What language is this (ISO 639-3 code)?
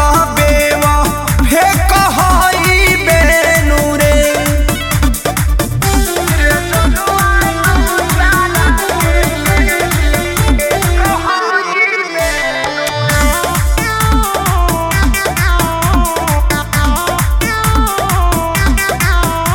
bho